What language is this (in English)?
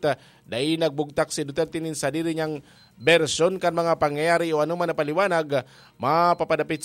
Bikol